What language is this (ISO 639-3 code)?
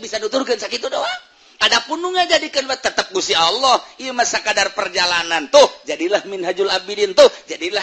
sun